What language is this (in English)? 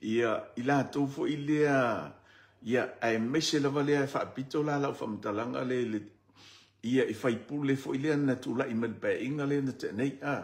Samoan